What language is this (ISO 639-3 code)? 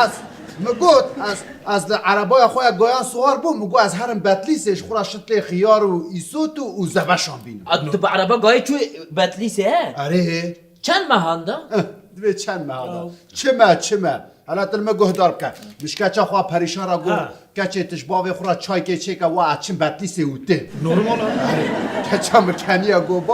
kur